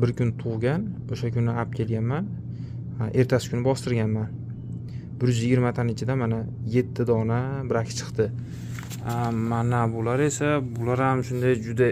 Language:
Uzbek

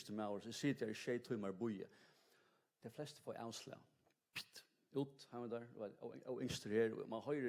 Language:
Faroese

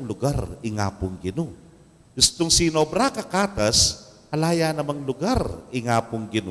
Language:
Pampanga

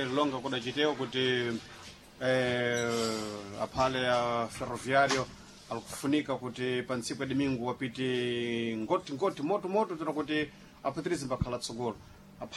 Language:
Sena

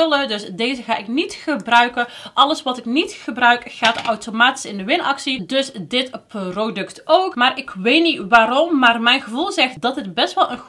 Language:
Dutch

